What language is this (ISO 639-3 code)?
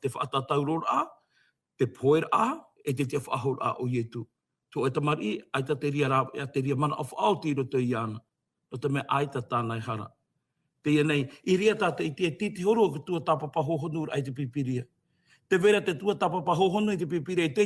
tah